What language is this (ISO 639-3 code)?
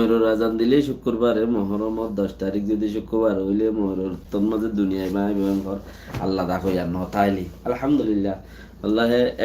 rhg